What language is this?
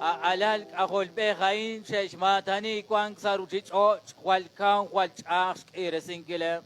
Kekchí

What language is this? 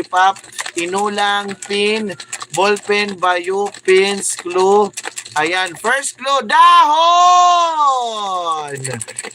Waray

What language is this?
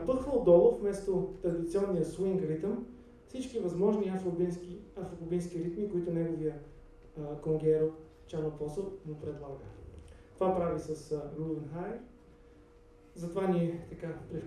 Bulgarian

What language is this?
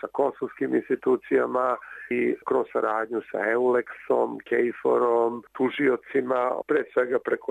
Serbian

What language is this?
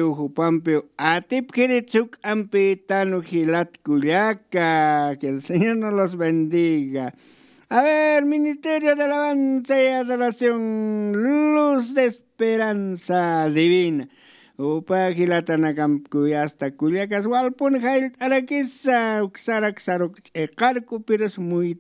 Aymara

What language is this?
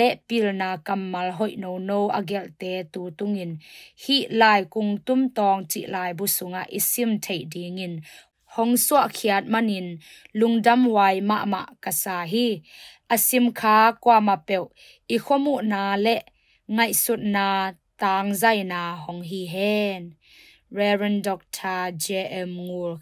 Tedim Chin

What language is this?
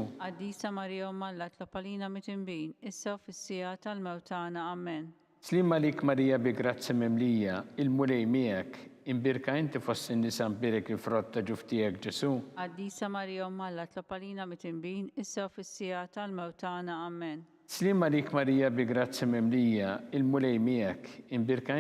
Maltese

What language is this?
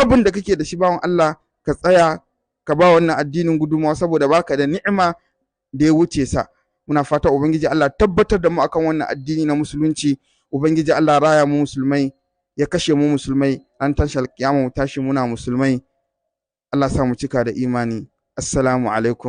Hausa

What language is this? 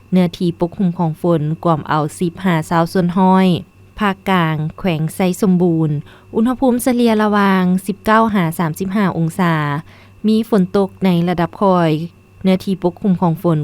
Lao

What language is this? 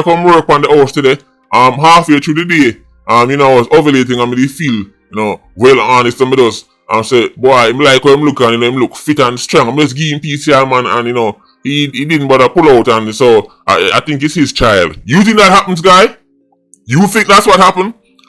Jamaican Creole English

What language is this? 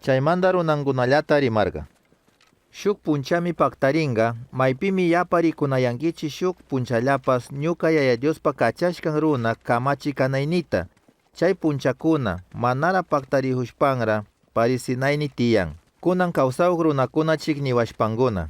Chimborazo Highland Quichua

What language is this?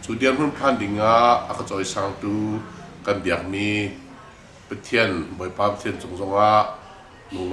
Hakha Chin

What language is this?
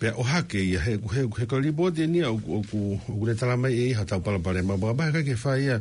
Tongan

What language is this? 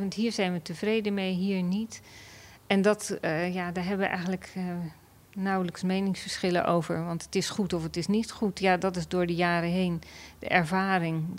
Dutch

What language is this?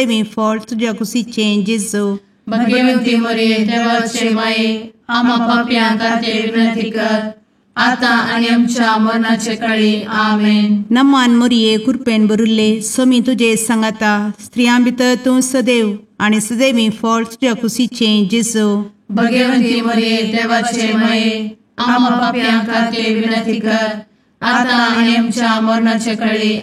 Konkani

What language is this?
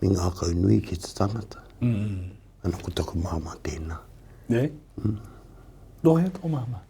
Māori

